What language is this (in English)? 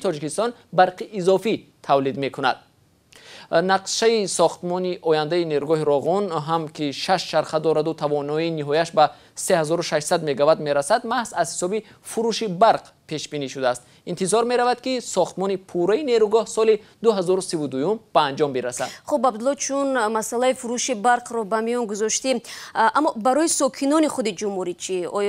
Tajik